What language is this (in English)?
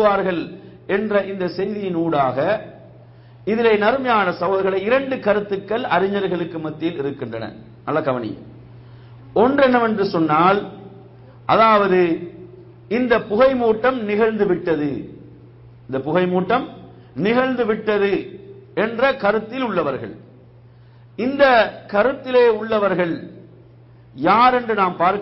Tamil